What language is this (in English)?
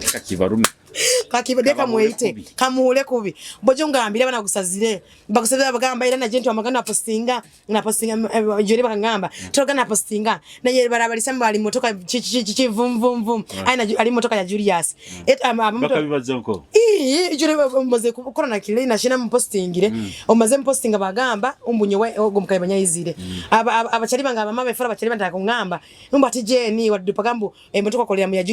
Nyoro